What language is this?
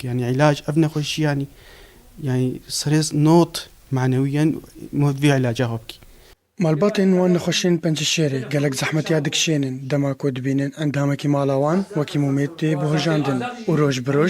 Kurdish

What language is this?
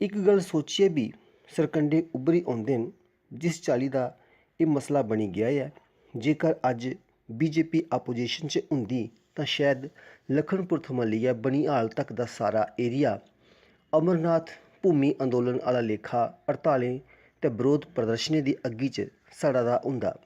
Dogri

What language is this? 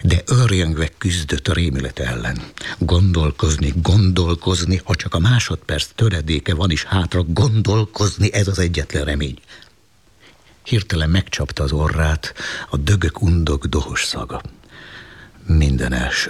Hungarian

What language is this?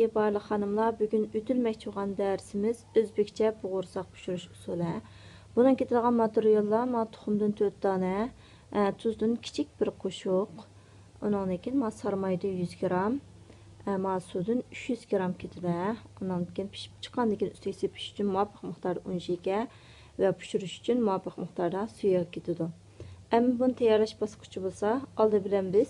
Uyghur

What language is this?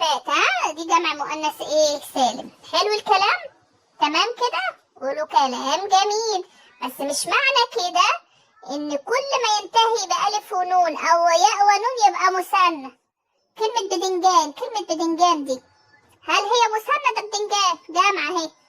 Egyptian Arabic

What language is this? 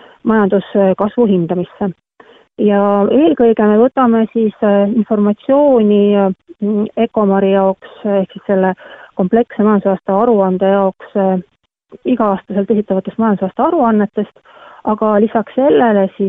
Estonian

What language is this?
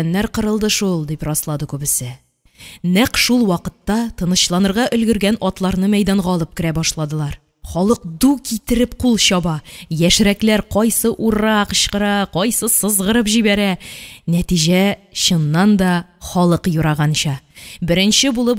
Tatar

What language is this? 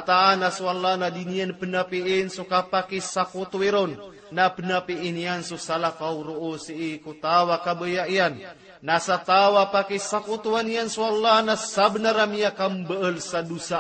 Maranao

